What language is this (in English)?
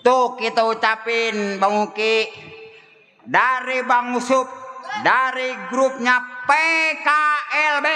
Betawi